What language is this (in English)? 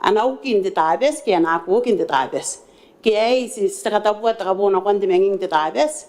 Gilbertese